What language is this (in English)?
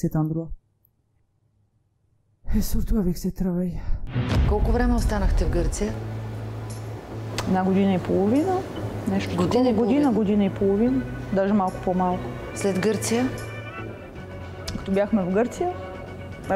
Bulgarian